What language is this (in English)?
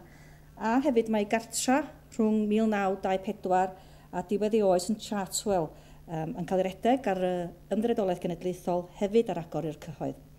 Welsh